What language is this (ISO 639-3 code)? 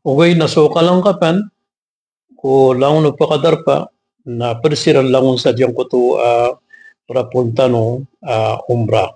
mrw